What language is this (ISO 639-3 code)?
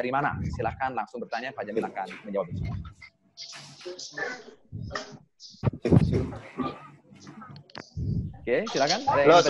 ind